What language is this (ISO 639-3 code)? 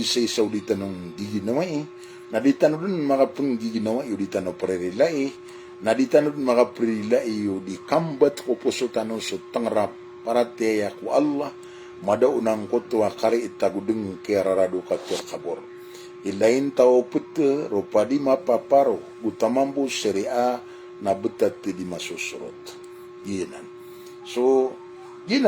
mrw